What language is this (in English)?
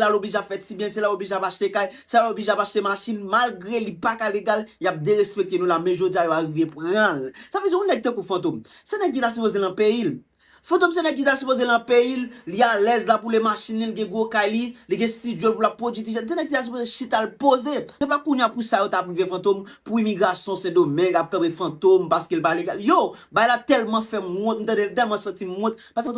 Haitian Creole